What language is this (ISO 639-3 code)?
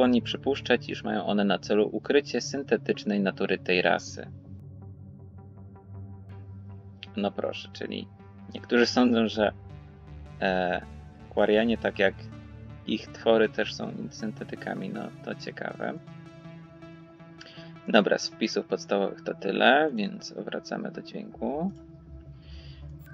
pol